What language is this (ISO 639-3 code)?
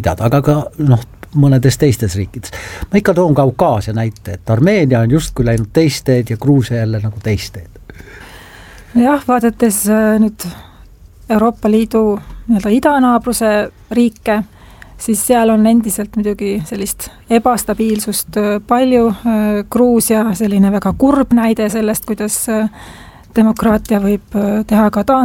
est